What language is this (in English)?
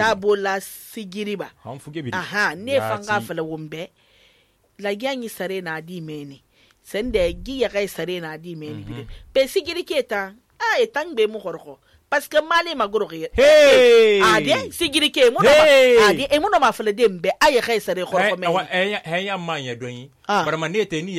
Susu